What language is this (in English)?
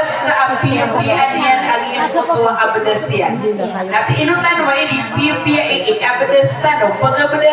Maranao